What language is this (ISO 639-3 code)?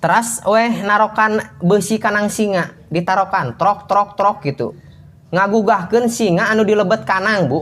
sun